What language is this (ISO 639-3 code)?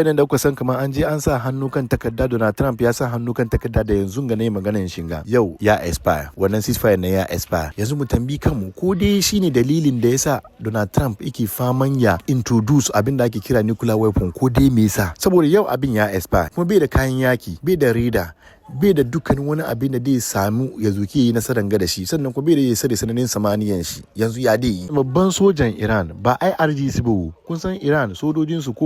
hau